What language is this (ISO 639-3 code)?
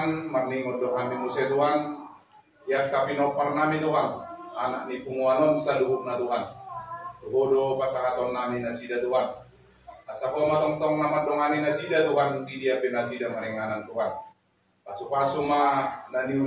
bbc